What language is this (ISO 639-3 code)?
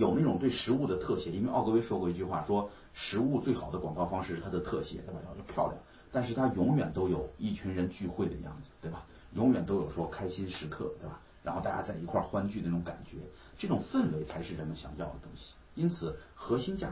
zho